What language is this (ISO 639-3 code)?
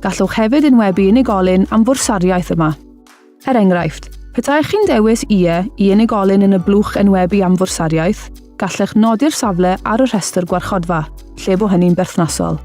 cym